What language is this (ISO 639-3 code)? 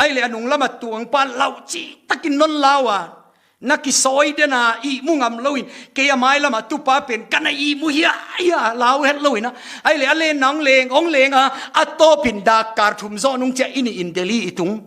pck